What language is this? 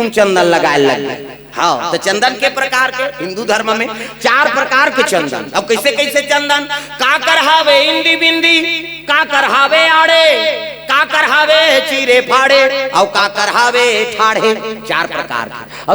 Chhattisgarhi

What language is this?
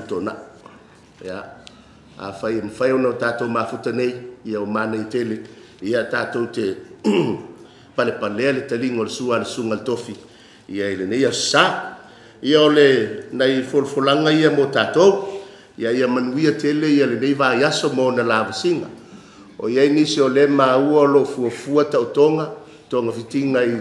Samoan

